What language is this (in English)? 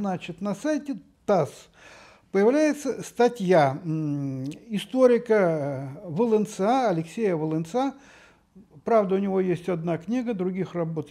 Russian